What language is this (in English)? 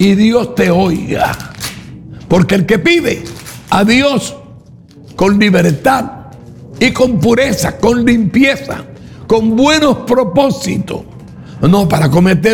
Spanish